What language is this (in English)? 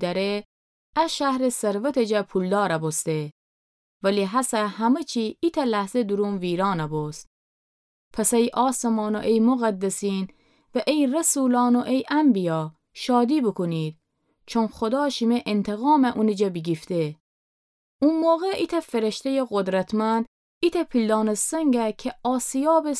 Gilaki